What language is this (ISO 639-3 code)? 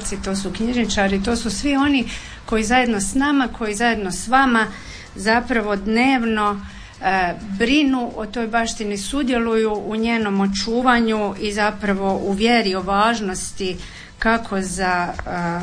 hrv